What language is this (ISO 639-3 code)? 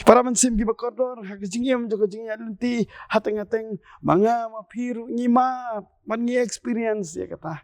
kha